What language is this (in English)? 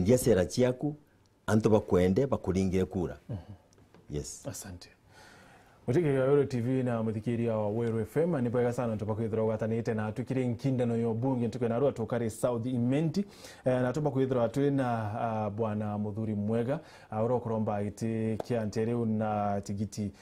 Meru